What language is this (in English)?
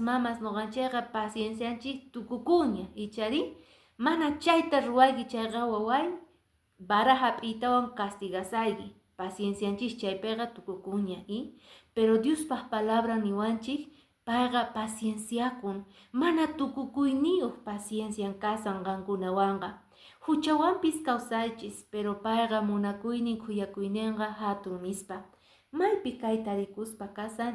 Quechua